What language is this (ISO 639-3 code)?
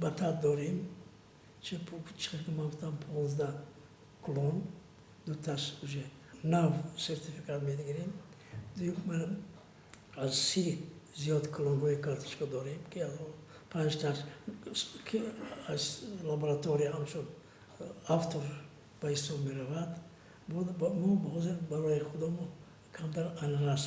tgk